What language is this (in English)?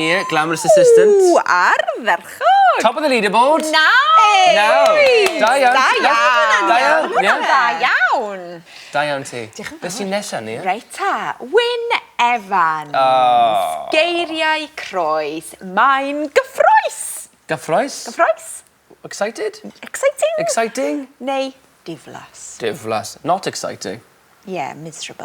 Welsh